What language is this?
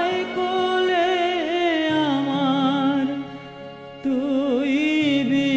Bangla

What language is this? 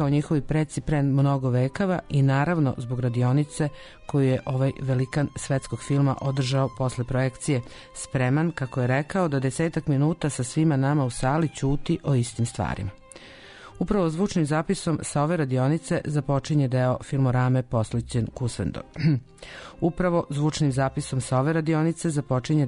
Serbian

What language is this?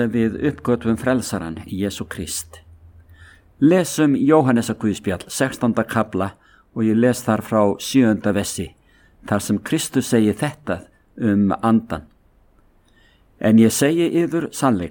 Icelandic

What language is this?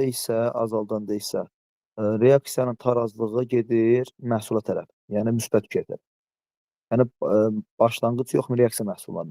Azerbaijani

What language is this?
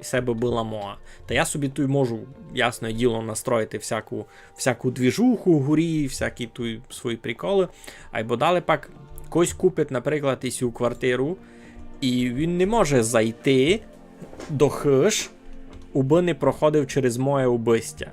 Rusyn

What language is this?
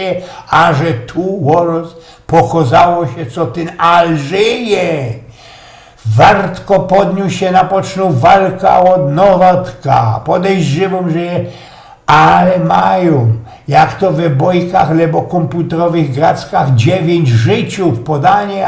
Silesian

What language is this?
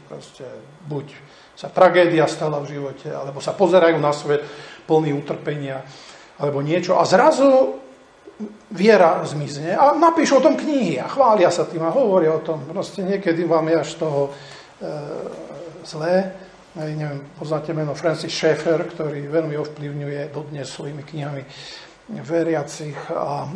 Slovak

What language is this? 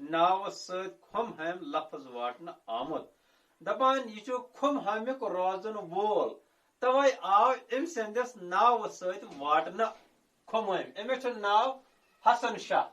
Kashmiri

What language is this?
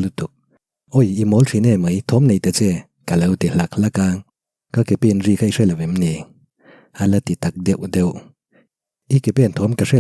Mizo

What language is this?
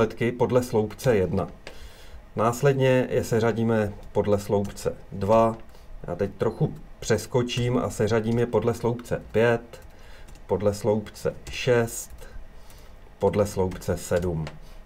Czech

